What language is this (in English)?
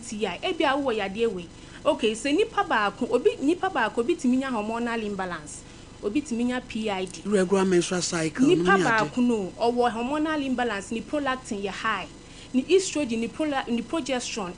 Akan